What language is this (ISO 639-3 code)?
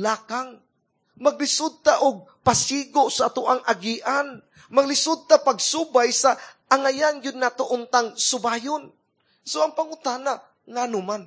ceb